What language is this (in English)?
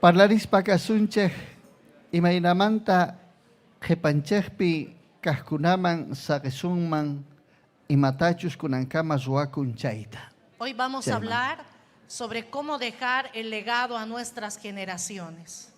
Ayacucho Quechua